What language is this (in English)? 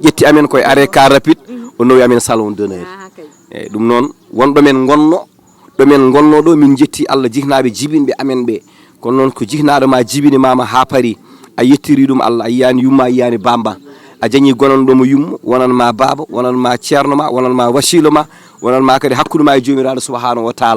Fula